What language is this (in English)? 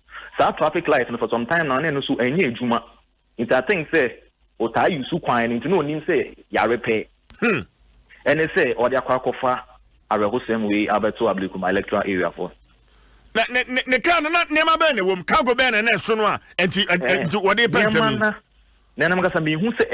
Akan